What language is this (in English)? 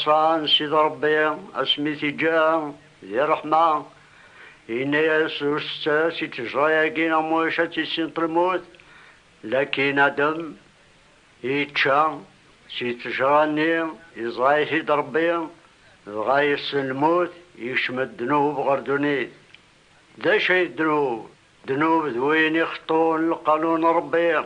Kabyle